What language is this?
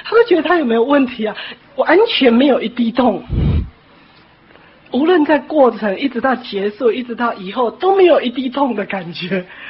Chinese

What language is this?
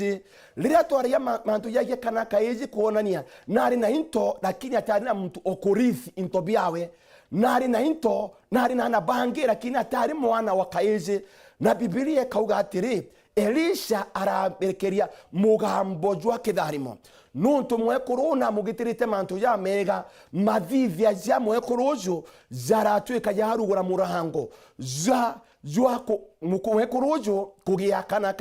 Meru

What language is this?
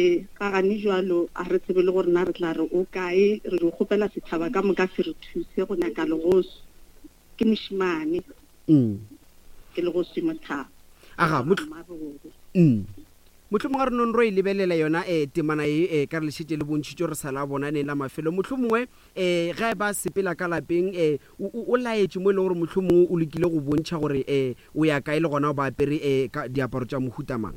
Northern Sotho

